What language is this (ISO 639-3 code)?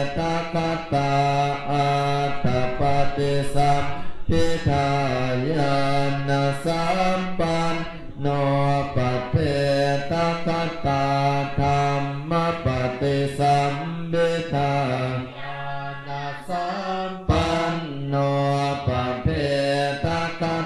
pli